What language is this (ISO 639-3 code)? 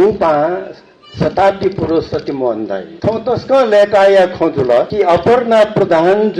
new